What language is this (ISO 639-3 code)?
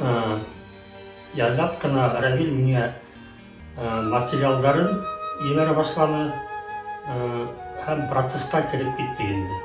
bak